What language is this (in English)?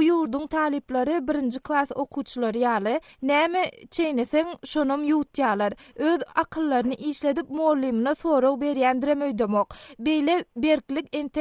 Turkmen